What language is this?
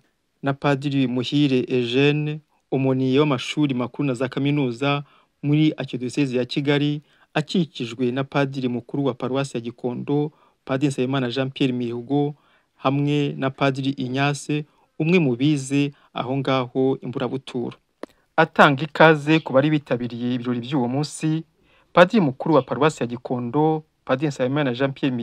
Kinyarwanda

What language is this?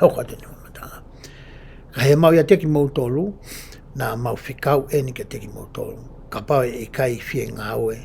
Tongan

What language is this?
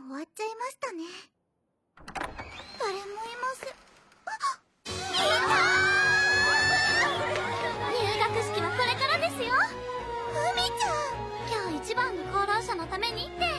Japanese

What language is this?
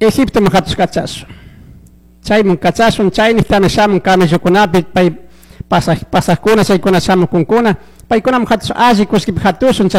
Chimborazo Highland Quichua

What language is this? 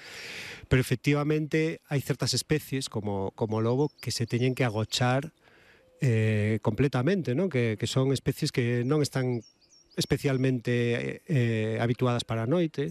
Galician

